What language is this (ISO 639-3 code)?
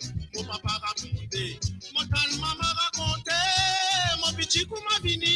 mfe